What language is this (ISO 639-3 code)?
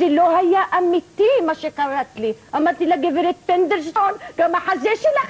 heb